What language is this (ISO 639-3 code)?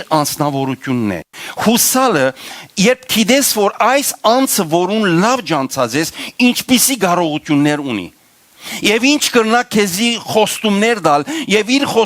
hyw